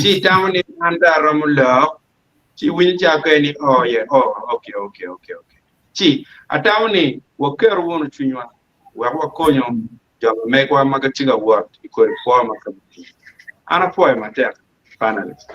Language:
Acoli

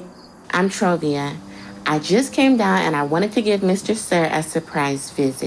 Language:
Jamaican Creole English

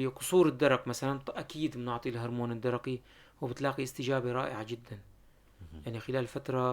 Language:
North Levantine Arabic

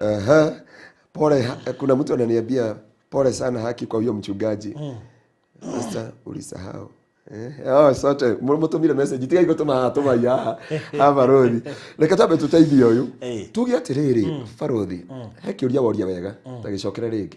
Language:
Kikuyu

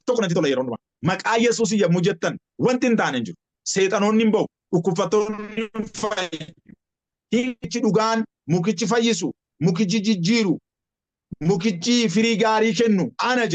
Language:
Oromo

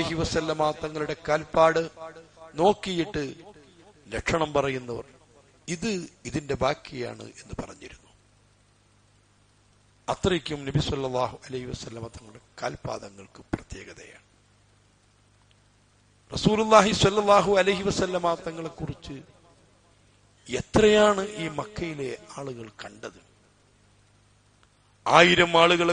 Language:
Malayalam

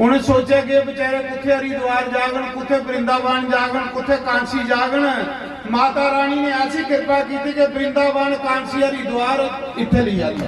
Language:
Dogri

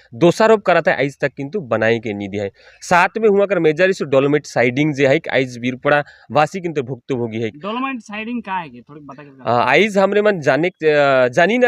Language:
Sadri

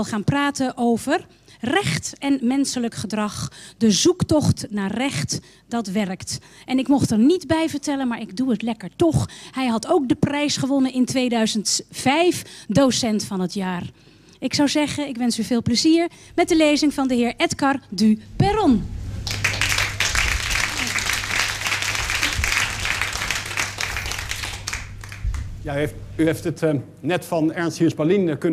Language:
Dutch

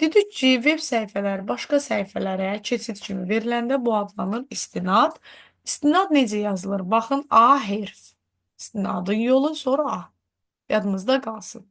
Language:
Azerbaijani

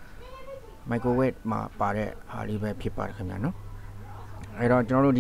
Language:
Burmese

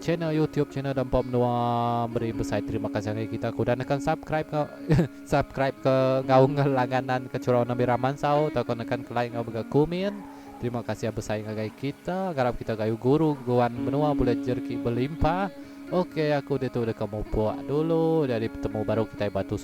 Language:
Iban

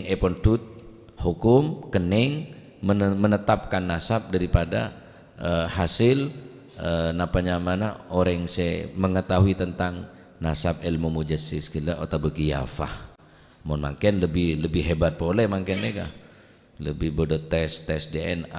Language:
Madurese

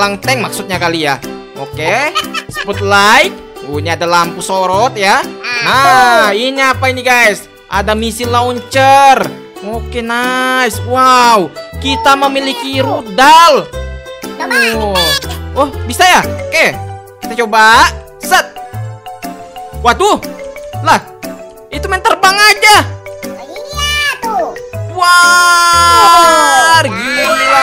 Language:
Indonesian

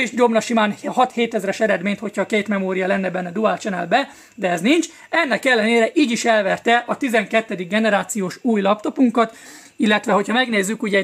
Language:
Hungarian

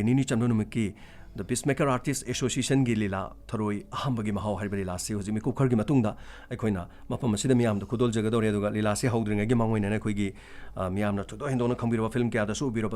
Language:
Manipuri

